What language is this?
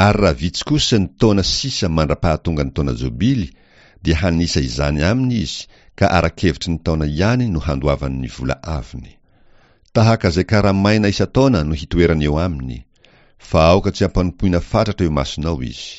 Malagasy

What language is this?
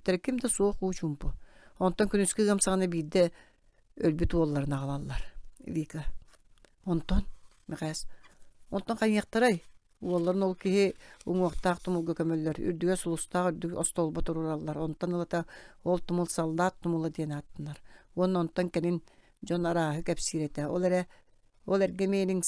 Yakut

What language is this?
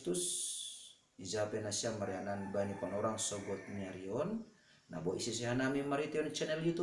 Batak Simalungun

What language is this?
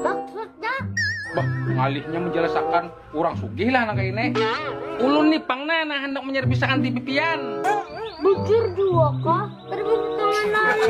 Banjar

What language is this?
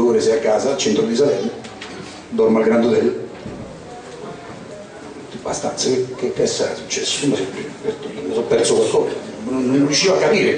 Italian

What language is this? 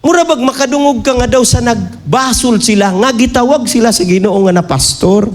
Cebuano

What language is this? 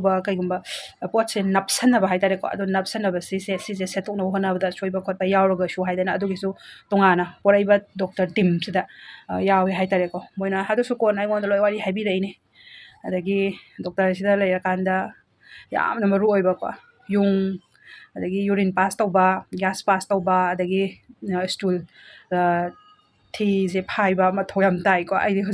Manipuri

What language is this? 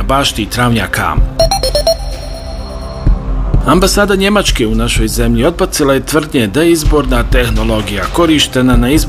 Bosnian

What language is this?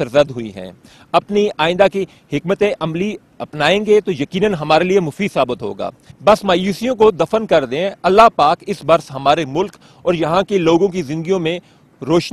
Urdu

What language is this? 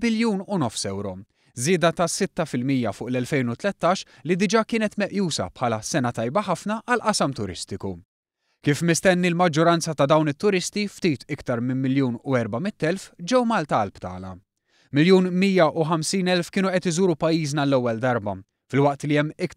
Maltese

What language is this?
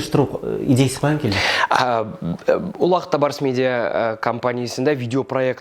Tatar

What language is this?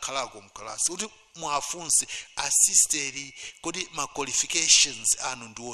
Nyanja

